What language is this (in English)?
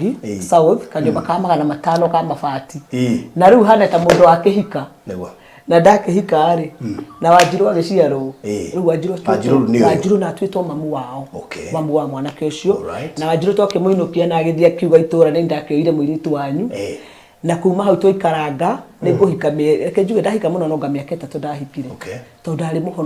Kikuyu